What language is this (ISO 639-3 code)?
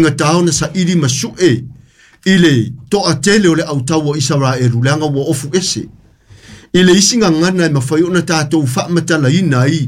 smo